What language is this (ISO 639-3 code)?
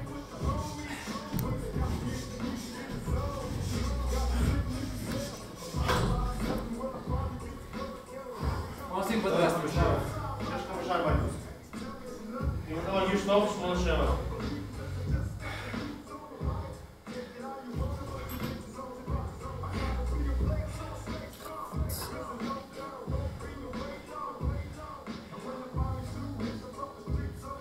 heb